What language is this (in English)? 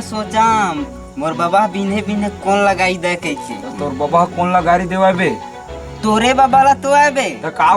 Chhattisgarhi